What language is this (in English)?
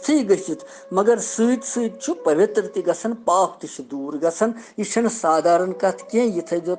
Kashmiri